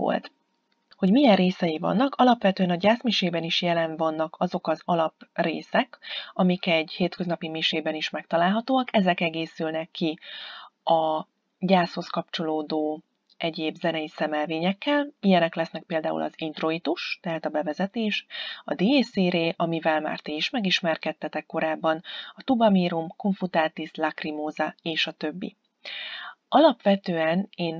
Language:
Hungarian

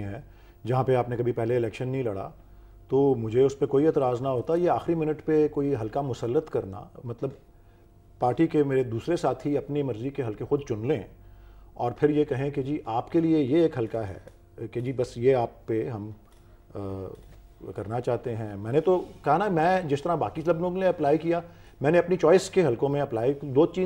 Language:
Urdu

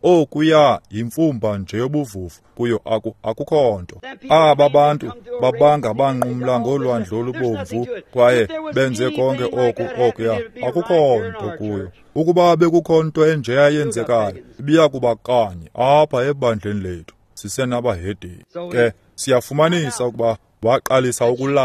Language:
Xhosa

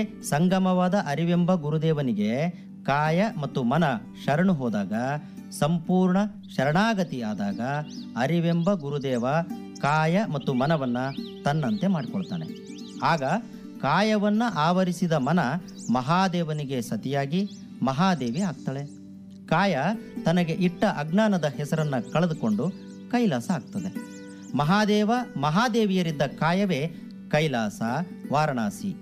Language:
Kannada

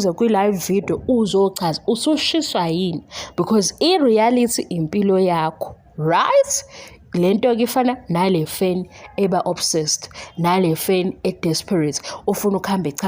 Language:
Zulu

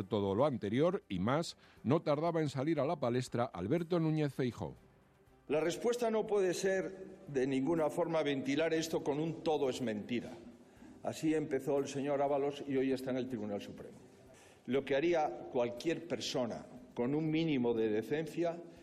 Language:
Spanish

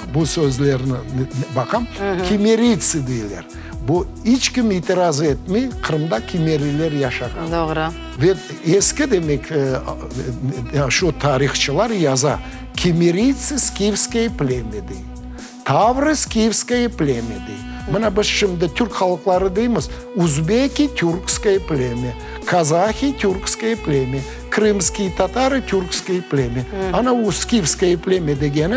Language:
Crimean Tatar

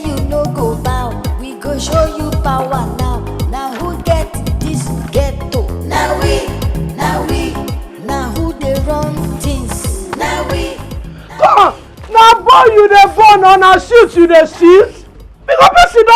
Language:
Nigerian Pidgin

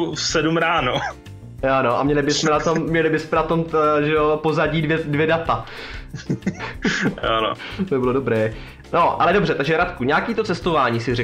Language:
Czech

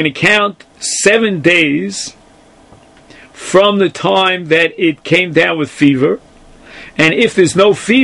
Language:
English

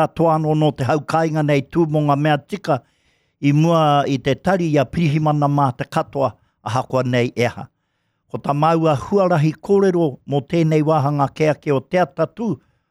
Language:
Māori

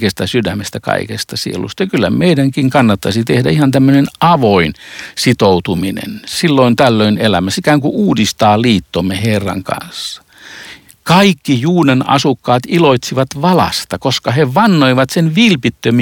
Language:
Finnish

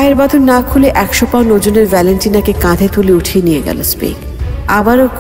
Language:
Bangla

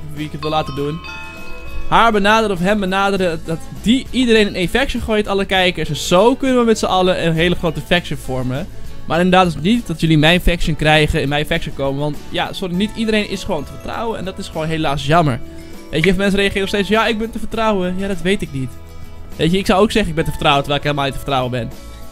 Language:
Dutch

